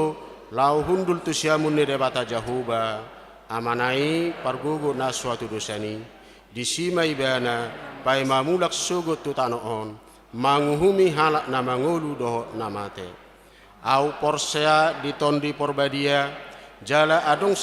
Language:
Batak Toba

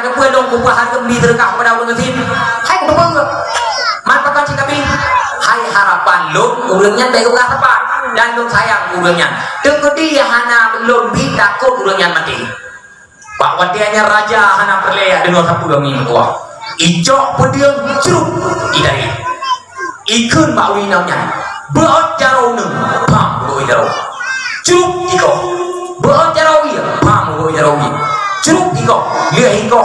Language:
Achinese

